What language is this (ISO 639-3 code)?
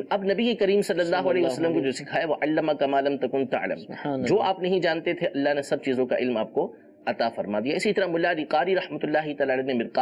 urd